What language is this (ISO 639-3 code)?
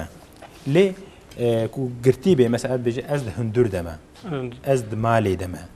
kur